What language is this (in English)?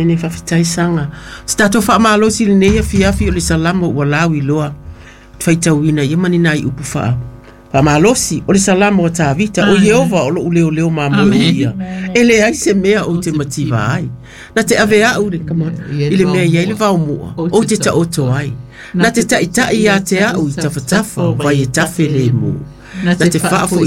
Samoan